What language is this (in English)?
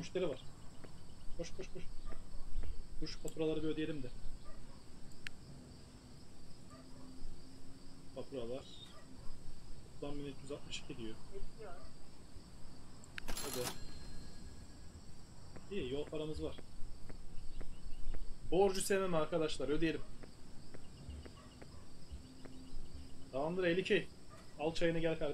Turkish